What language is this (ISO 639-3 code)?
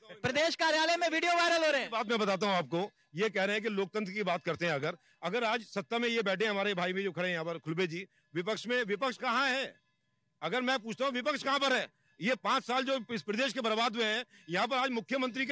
hin